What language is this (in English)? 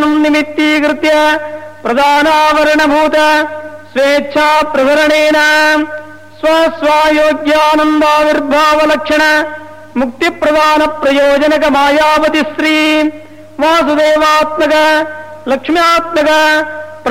Sanskrit